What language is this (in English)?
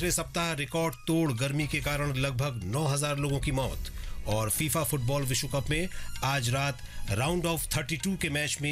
Hindi